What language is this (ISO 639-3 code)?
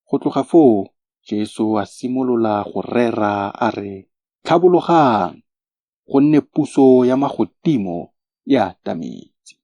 tsn